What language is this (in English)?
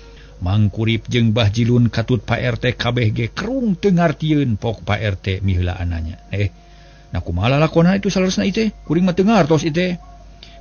Sundanese